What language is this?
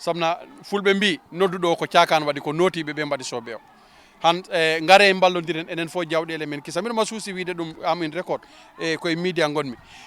Fula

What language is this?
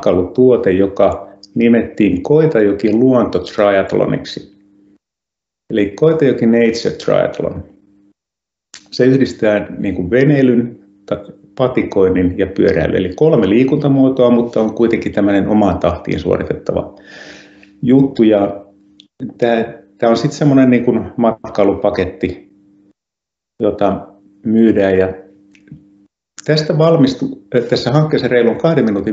Finnish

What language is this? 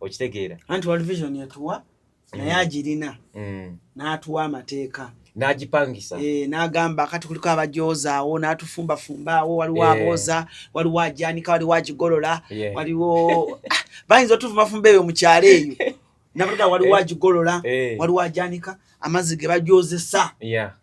Ganda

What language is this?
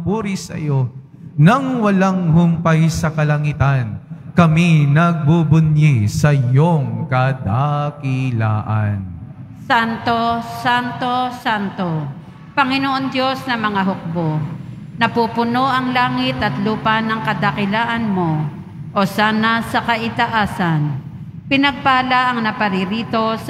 Filipino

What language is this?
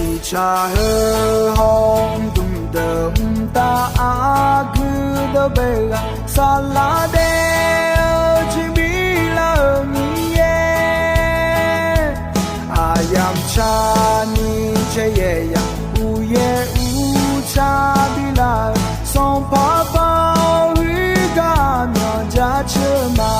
Akha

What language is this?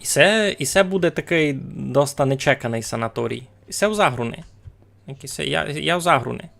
Rusyn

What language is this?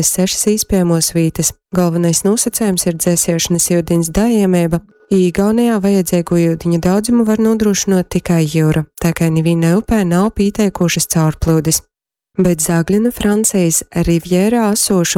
Latgalian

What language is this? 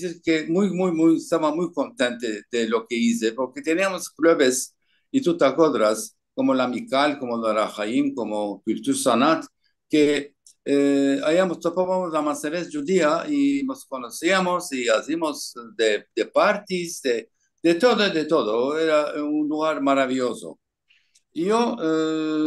Ladino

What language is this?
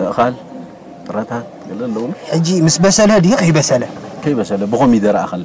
Tigrinya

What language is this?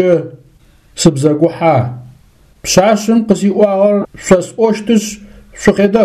Adyghe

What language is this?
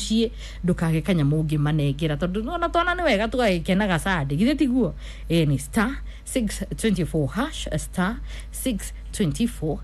Kikuyu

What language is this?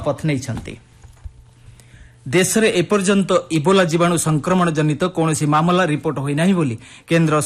Odia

